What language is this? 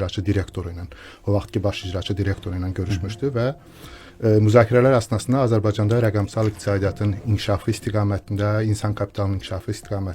Azerbaijani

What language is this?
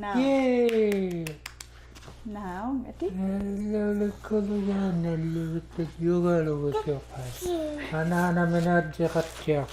Western Canadian Inuktitut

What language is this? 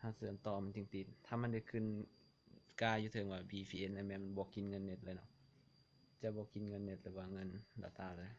Lao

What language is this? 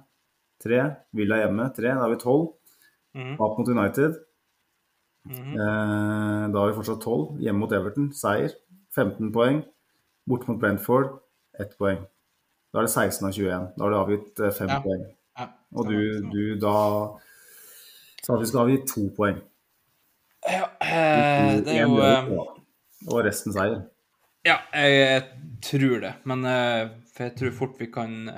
Norwegian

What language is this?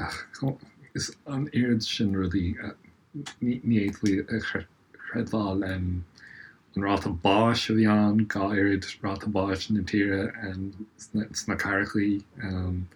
Irish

